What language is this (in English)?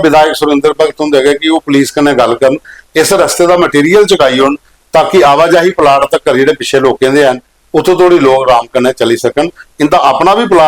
Dogri